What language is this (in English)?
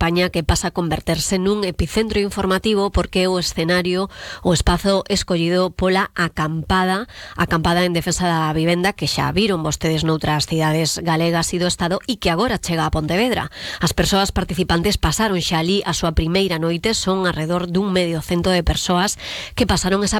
Galician